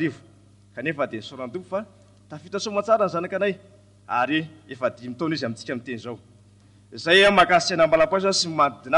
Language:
Malagasy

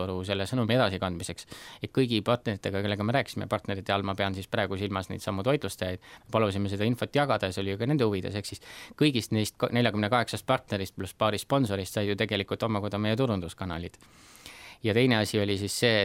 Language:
Estonian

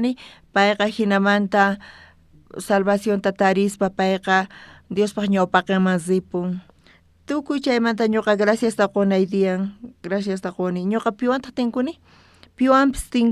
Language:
South Bolivian Quechua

